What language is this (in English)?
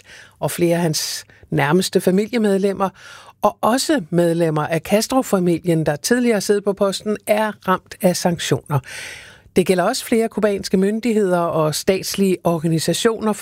Danish